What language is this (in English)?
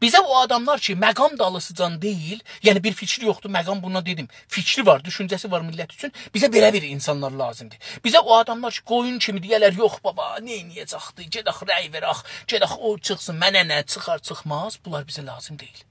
South Azerbaijani